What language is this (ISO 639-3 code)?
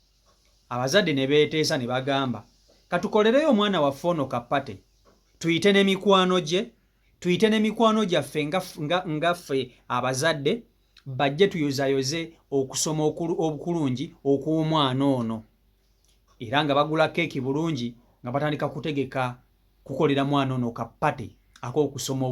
lug